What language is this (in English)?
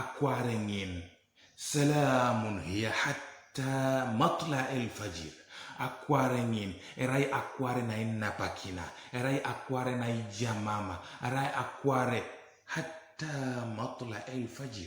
Teso